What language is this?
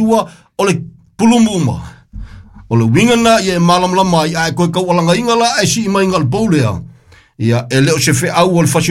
Samoan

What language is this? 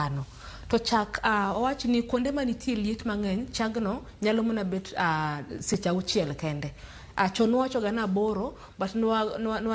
Luo (Kenya and Tanzania)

